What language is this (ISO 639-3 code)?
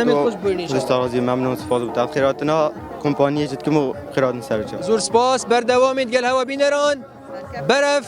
kur